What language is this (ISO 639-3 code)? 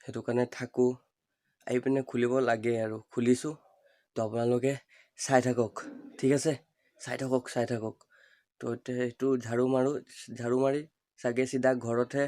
asm